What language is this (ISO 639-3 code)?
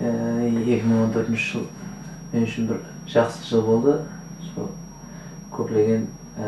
kaa